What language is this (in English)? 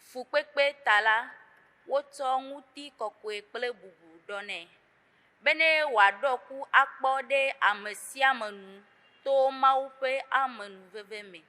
Ewe